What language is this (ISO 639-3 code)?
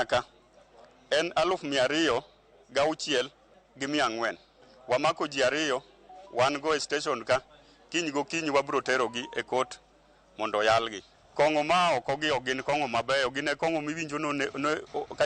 luo